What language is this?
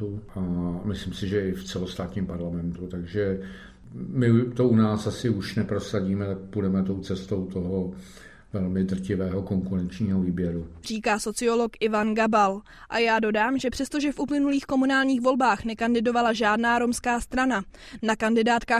Czech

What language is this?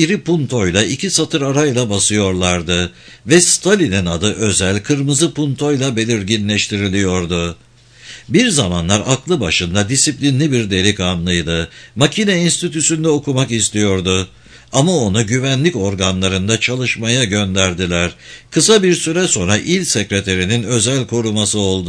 Turkish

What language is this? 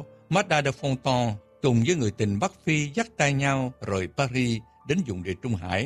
Vietnamese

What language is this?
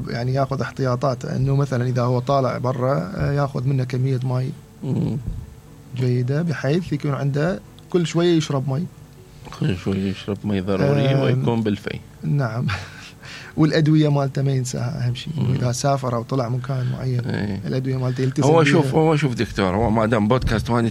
Mesopotamian Arabic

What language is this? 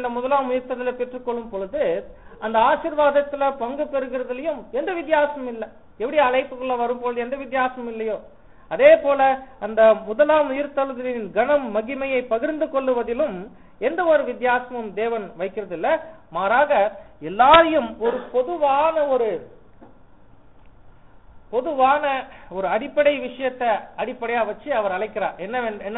Tamil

